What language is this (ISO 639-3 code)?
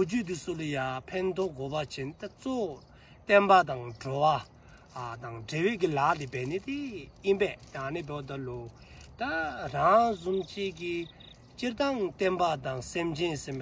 dzo